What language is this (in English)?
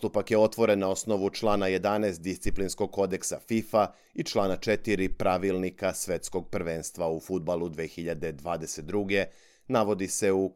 Serbian